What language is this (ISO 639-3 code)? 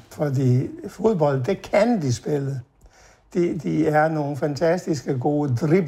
dan